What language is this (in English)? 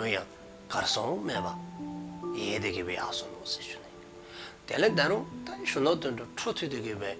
Dzongkha